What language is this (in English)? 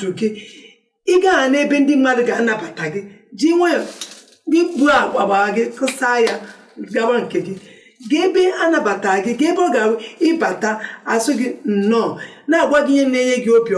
Igbo